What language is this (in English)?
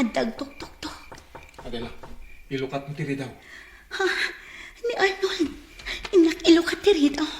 Iloko